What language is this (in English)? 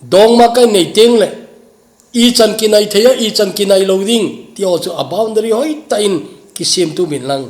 Thado Chin